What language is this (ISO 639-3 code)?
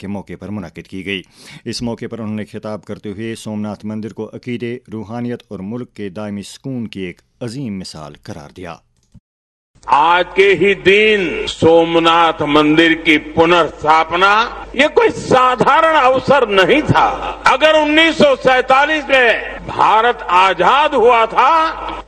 urd